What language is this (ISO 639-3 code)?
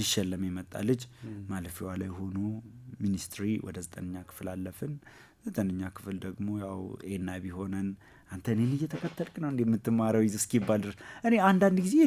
amh